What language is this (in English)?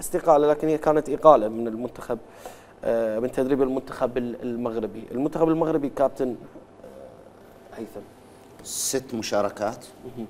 Mesopotamian Arabic